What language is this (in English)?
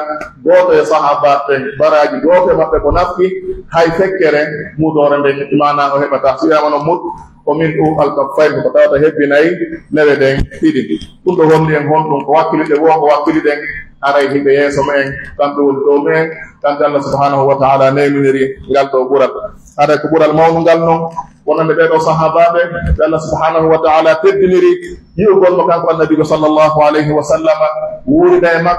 Pular